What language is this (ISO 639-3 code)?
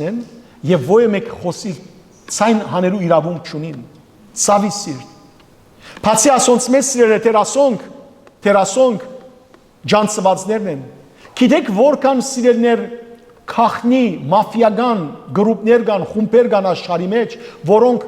hyw